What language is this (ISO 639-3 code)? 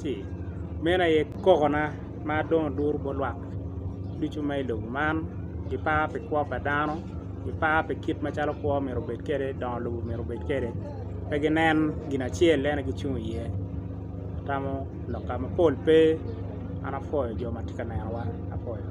ach